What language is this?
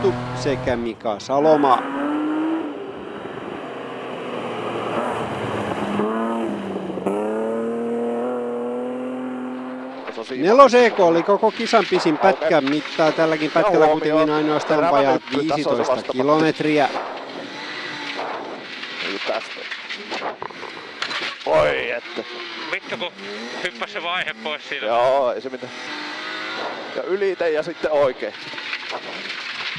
Finnish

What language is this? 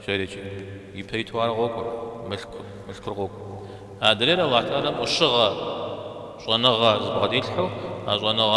Kabardian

